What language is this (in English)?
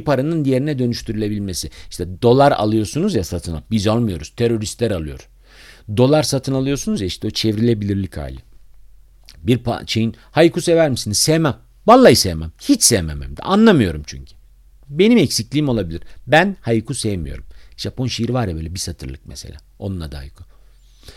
Turkish